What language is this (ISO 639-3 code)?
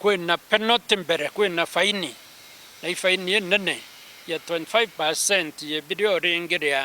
mer